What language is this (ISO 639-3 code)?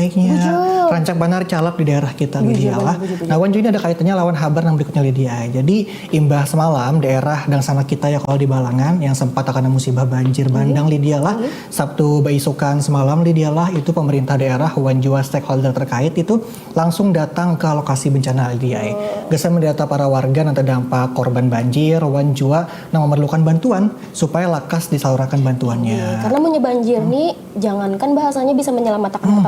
bjn